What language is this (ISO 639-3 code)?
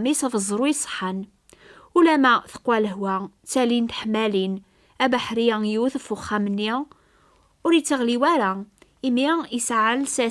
kab